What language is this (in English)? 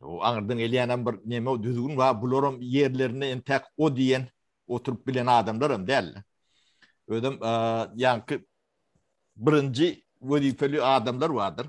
Turkmen